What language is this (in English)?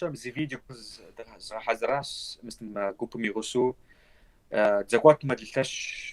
Kabardian